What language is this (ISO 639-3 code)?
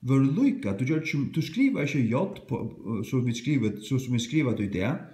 fao